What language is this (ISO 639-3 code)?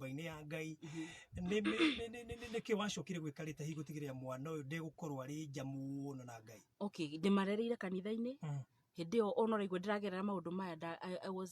kik